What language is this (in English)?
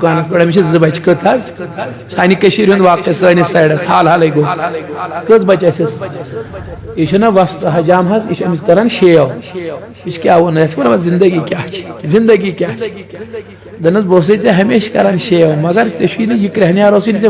Kashmiri